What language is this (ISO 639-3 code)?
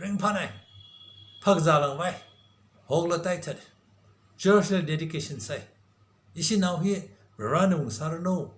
nmf